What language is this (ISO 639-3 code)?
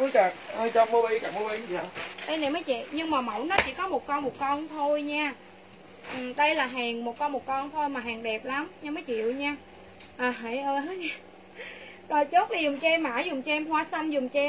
vie